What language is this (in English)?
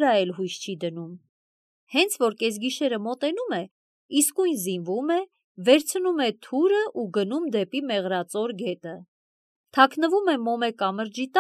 Armenian